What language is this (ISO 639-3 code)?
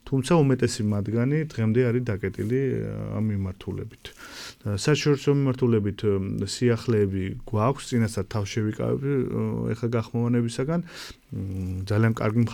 kat